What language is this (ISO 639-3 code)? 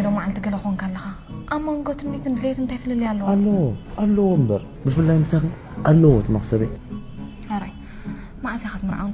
tir